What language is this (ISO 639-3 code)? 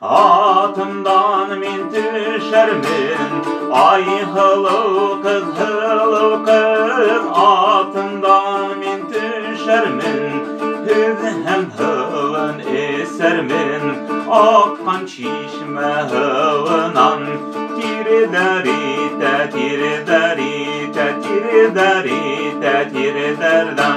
bak